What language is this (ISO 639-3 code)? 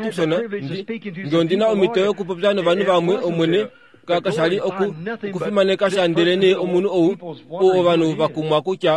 kua